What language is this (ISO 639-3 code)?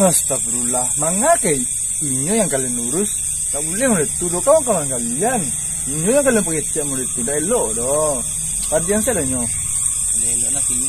min